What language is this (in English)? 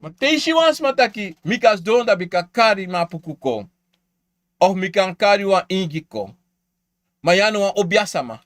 Sranan Tongo